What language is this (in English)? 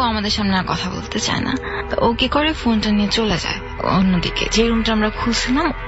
Bangla